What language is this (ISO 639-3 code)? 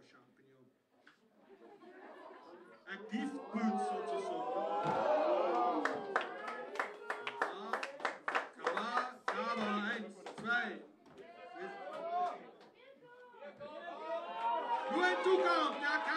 deu